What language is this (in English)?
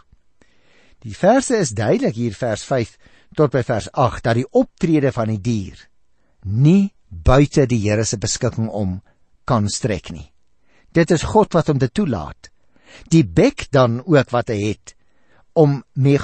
Afrikaans